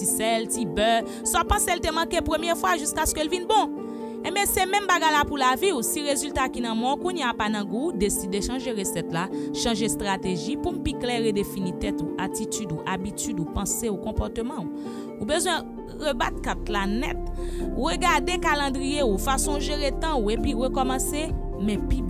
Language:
Haitian Creole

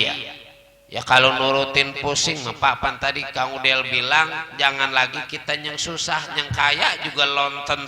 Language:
Betawi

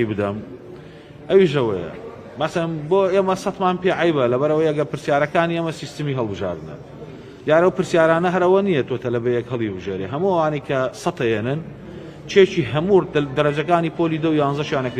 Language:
Central Kurdish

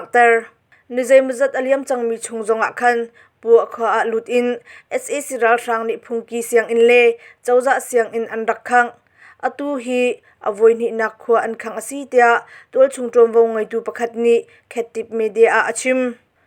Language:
Hakha Chin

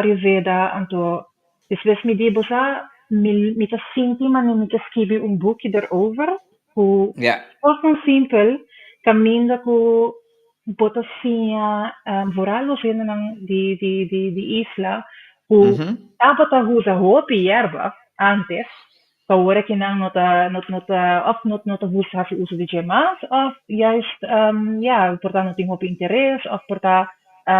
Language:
Papiamento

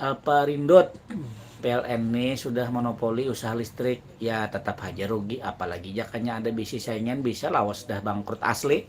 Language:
Banjar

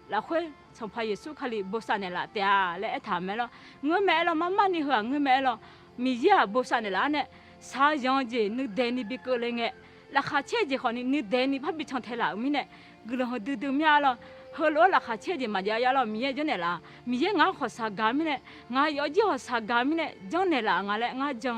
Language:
Akha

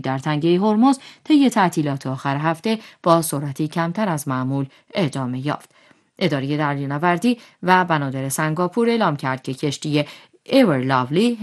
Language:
Persian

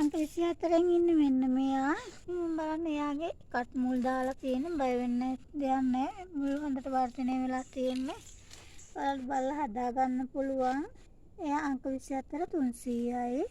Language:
Sinhala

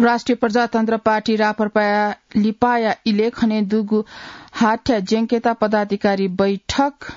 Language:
Newari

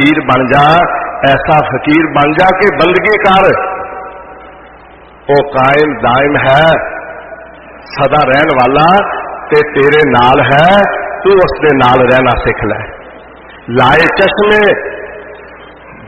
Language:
Punjabi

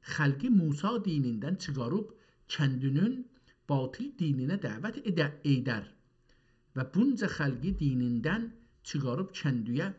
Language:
South Azerbaijani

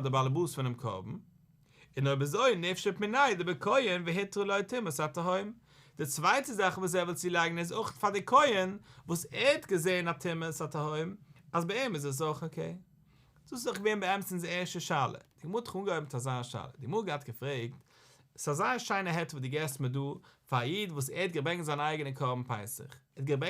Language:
Yiddish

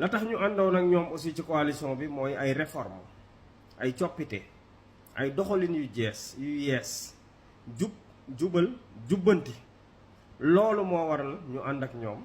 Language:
Wolof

